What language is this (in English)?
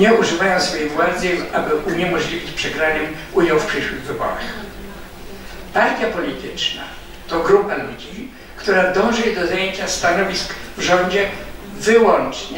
Polish